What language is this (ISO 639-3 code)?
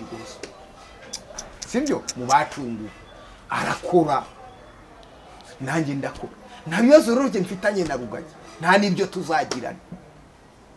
kin